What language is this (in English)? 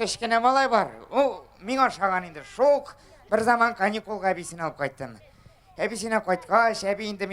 Tatar